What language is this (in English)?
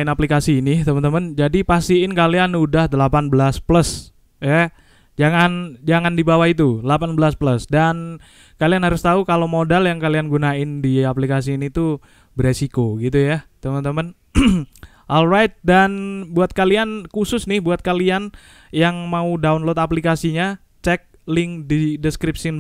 Indonesian